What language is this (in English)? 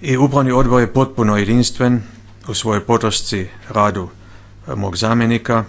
Bosnian